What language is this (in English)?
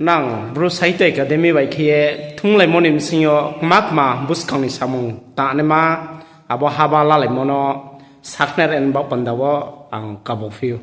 Riang (India)